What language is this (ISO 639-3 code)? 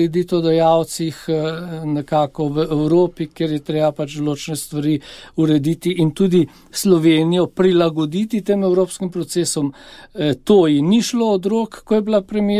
slv